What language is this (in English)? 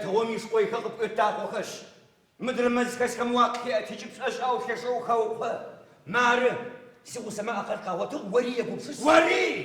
Adyghe